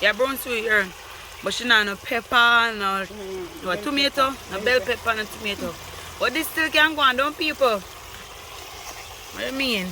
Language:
Jamaican Creole English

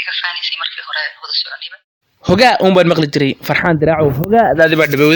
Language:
Somali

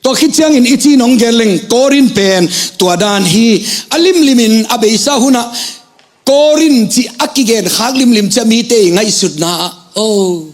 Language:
Tedim Chin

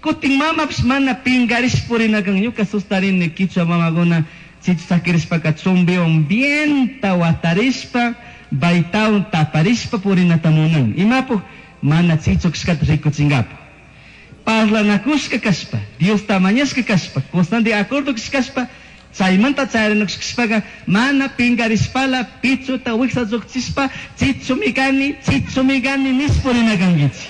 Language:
Chimborazo Highland Quichua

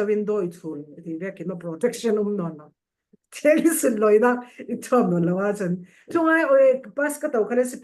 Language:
Falam Chin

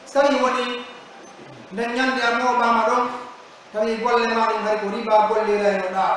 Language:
Pular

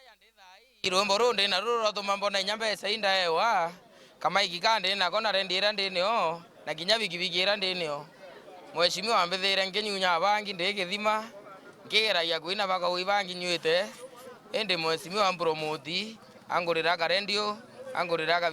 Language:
Meru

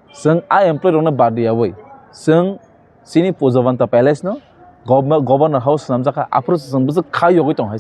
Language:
Kok Borok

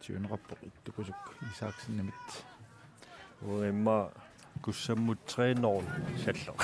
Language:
Kalaallisut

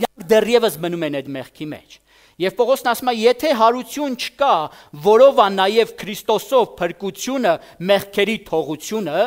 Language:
Armenian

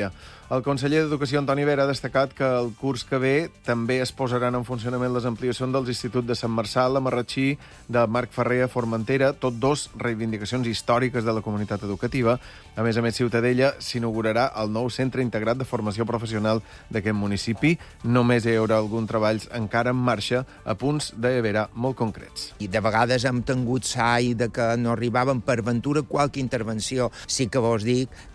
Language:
Catalan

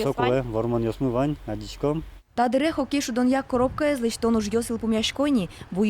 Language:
Udmurt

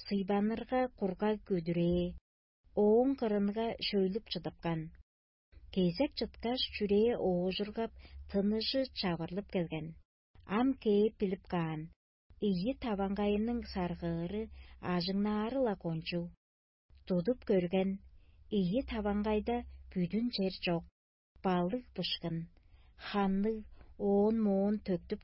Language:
Tuvinian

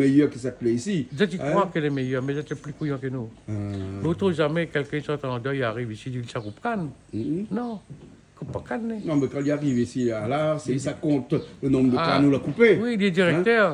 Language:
Réunion Creole French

